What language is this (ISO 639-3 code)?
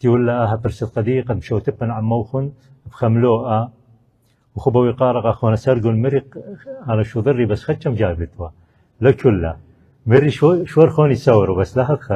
aii